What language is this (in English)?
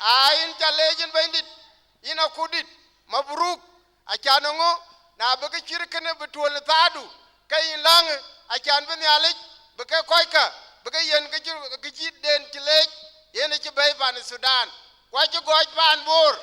Dinka